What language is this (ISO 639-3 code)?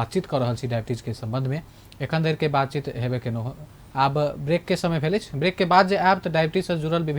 mai